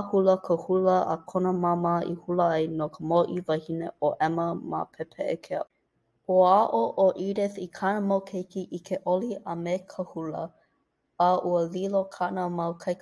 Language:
Hawaiian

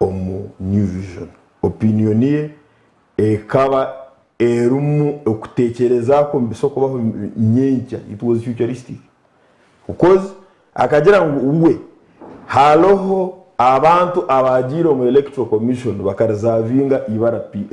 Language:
Nyankole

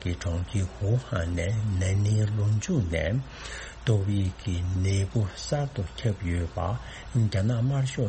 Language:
Tibetan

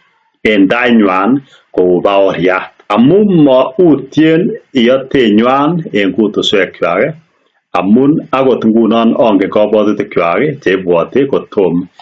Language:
Kalenjin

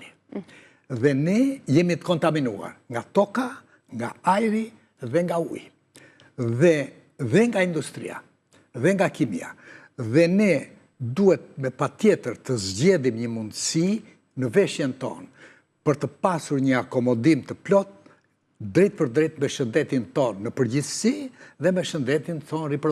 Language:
Albanian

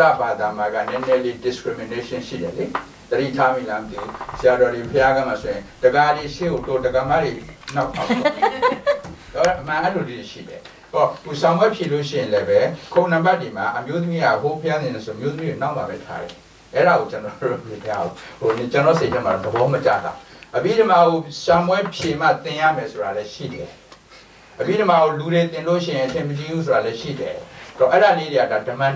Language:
Burmese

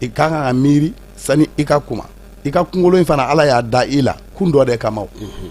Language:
Bambara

